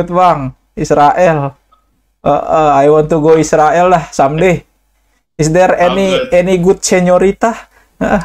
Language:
Betawi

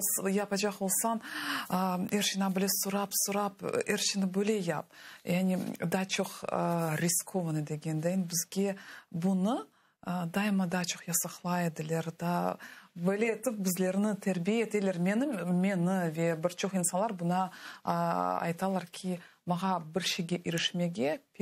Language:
Crimean Tatar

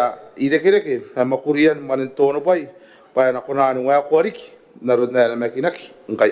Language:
Gilbertese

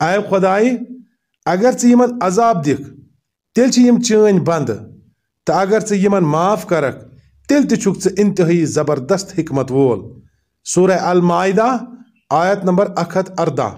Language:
Kashmiri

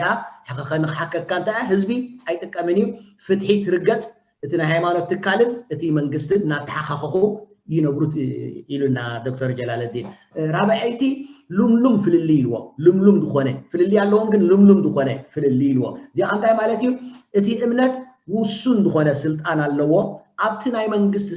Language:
Tigrinya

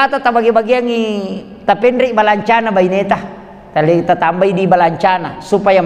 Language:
Buginese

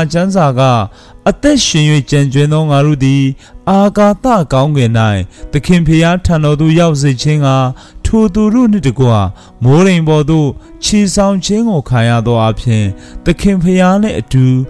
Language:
Burmese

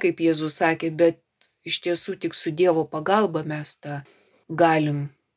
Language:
Lithuanian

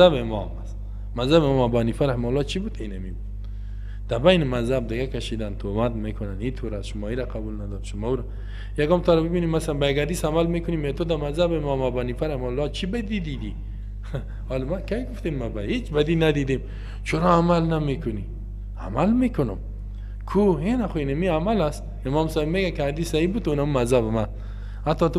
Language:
Persian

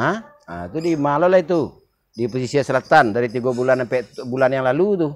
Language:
Minangkabau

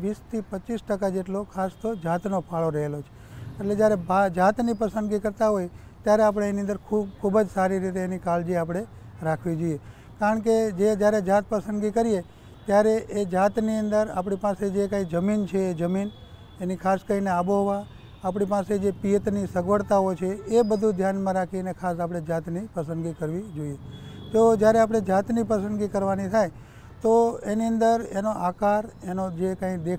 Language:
Gujarati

